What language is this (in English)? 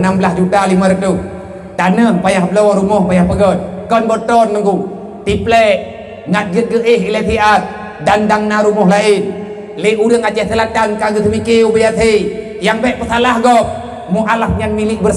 Achinese